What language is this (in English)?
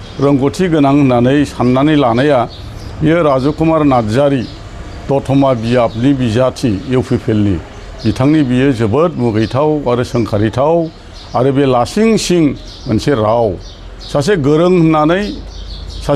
Bodo